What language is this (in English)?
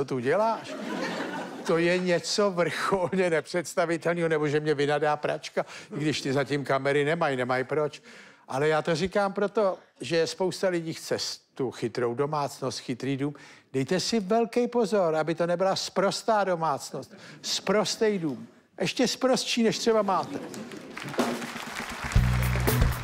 Czech